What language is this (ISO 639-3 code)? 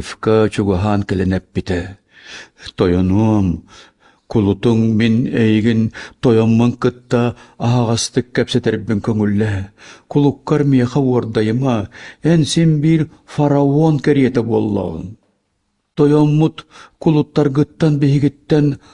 sah